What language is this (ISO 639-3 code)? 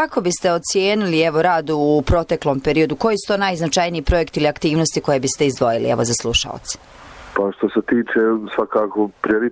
bos